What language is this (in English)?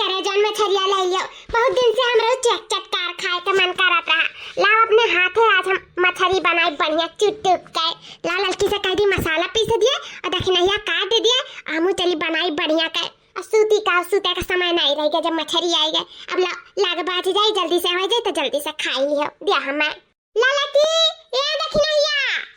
Awadhi